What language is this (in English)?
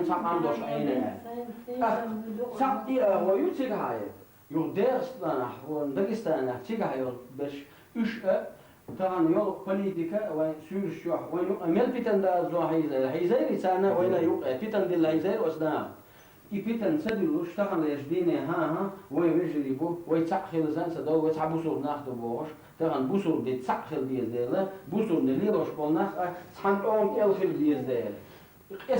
Chechen